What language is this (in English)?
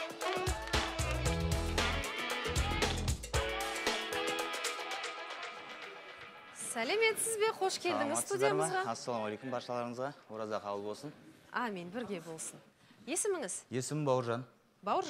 Kazakh